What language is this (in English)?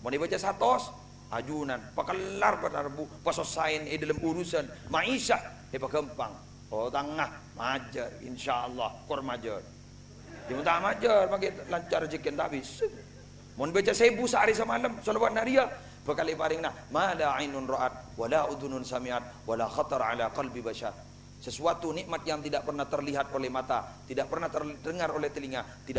Madurese